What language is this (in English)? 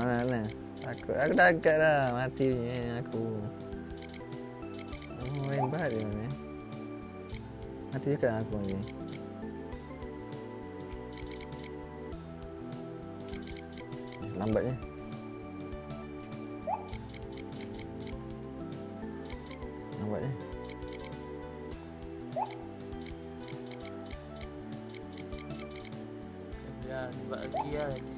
Malay